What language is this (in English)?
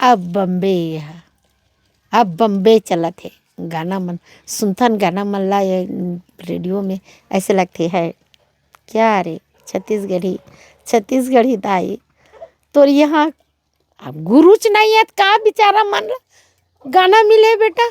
Chhattisgarhi